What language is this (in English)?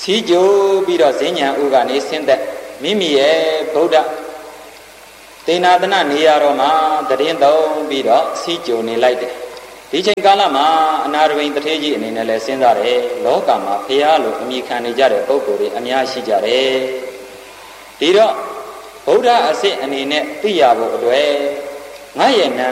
Burmese